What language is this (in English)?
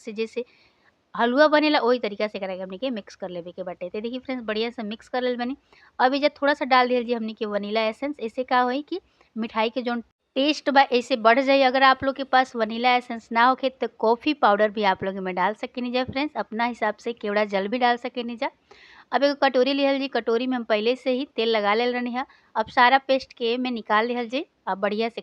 Bhojpuri